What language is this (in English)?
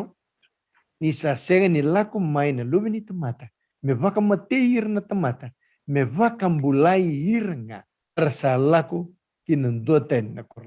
Fijian